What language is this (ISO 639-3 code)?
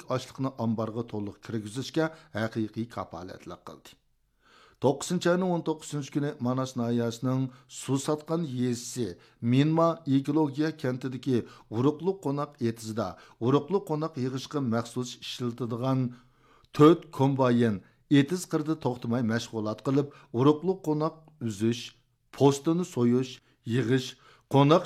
uig